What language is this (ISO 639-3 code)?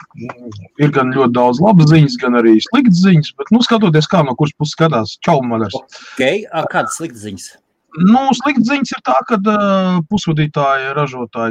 lav